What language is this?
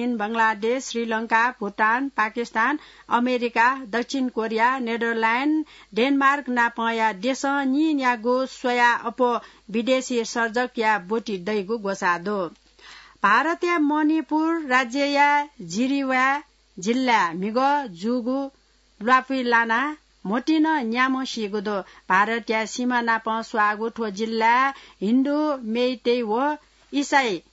Newari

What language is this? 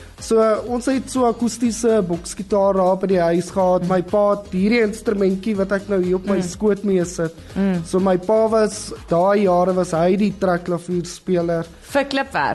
Afrikaans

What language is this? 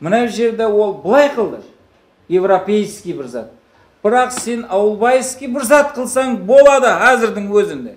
Kara-Kalpak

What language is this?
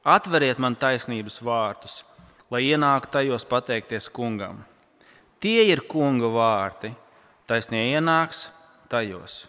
Latvian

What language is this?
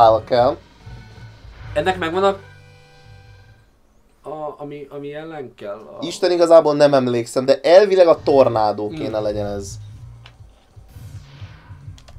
Hungarian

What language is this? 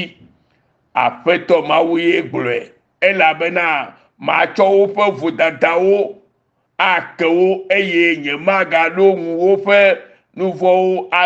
Ewe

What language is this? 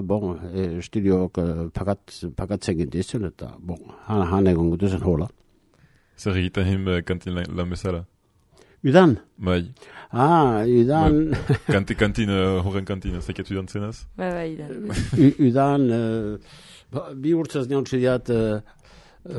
Basque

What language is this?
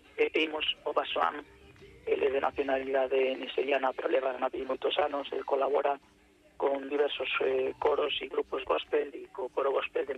Galician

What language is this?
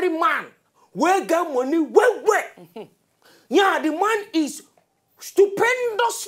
Nigerian Pidgin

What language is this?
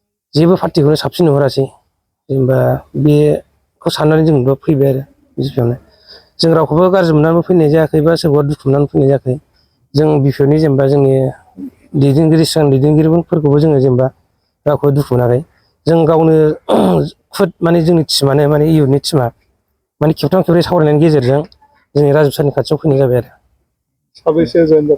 Bodo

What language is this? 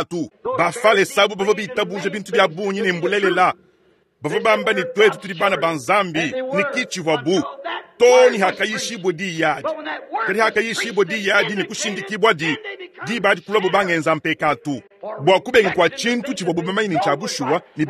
Luba-Lulua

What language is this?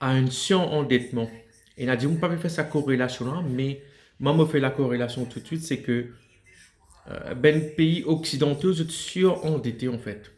Morisyen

